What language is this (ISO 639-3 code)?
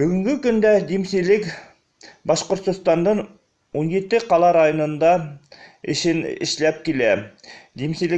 bak